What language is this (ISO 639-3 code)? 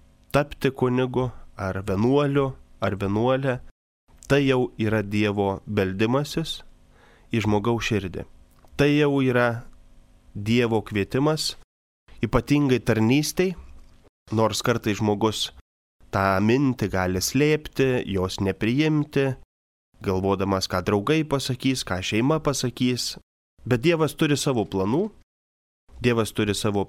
lit